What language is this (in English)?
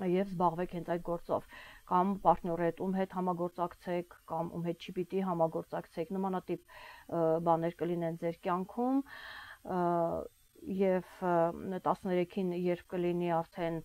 Armenian